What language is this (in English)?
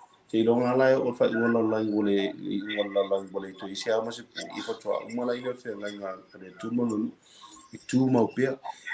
Samoan